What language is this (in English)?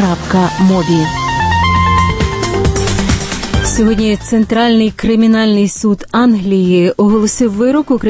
Ukrainian